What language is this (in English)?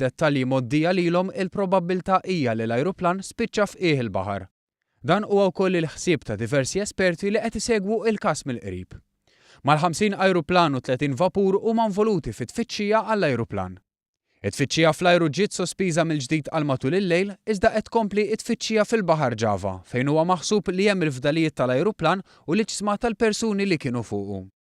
Maltese